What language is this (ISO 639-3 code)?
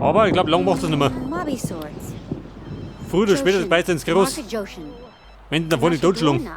bar